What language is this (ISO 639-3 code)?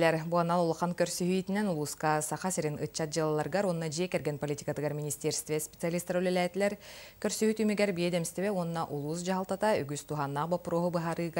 sah